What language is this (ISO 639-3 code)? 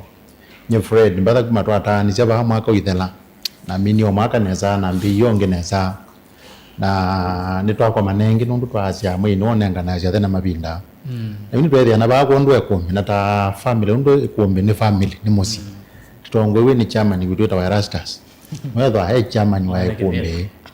kam